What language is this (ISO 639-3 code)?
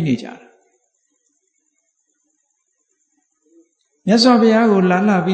mya